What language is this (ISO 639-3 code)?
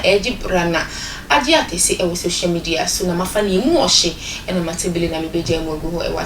aka